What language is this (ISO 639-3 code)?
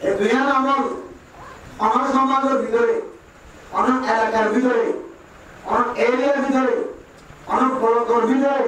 rhg